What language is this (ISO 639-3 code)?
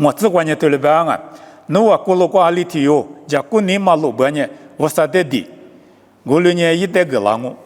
lis